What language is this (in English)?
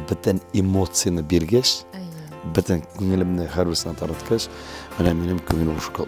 Tatar